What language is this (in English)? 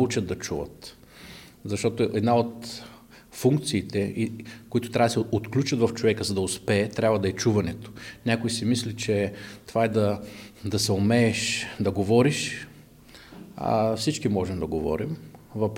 Bulgarian